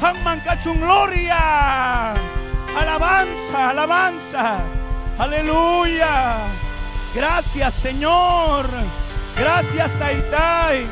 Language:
Ayacucho Quechua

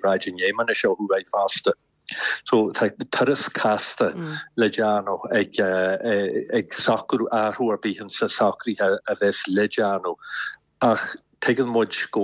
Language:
Irish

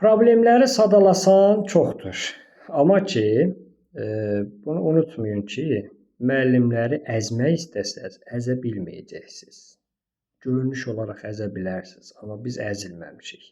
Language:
Azerbaijani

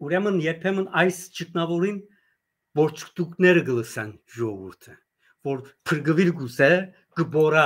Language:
Western Armenian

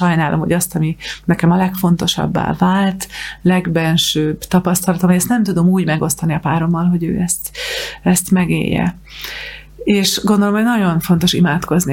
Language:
Hungarian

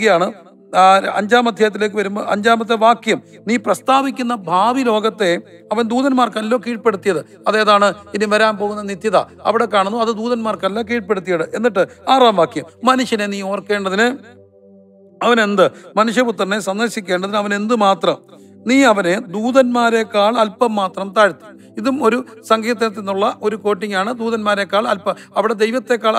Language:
Malayalam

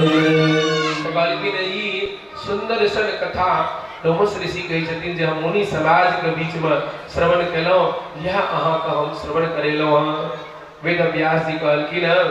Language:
Maithili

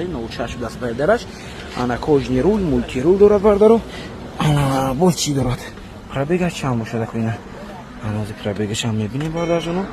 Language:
Tajik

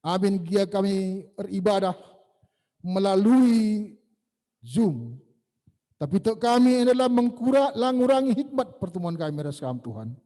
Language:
Batak Karo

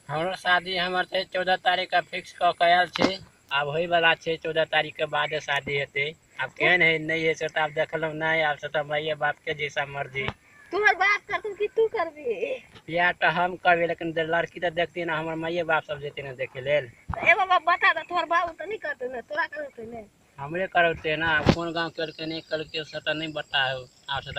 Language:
Maithili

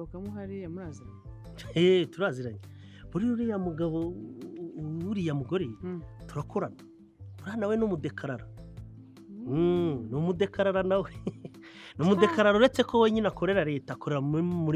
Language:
Kinyarwanda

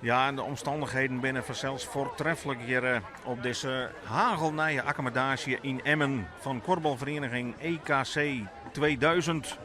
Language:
Western Frisian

